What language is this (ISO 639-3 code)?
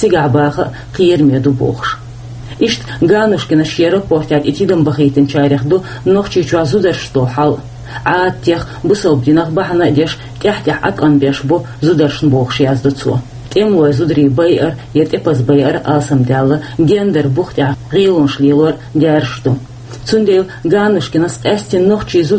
che